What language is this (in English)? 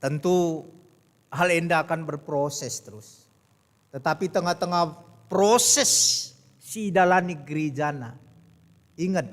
Batak Karo